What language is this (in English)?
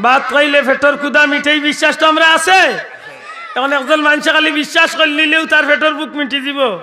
Sylheti